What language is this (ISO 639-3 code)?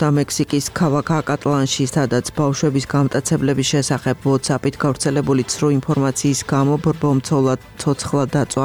kat